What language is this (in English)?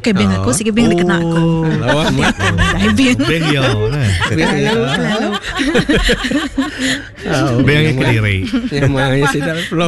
Iban